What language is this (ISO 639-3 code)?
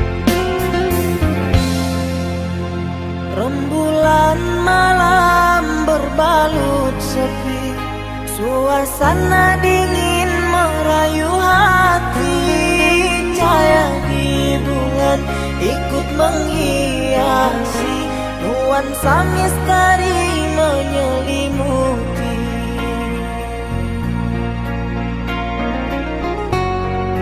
ind